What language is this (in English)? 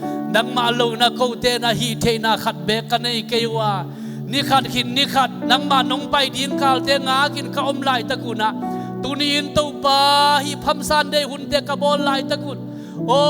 Tedim Chin